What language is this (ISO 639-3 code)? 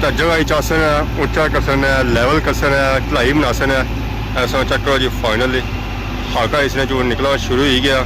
phr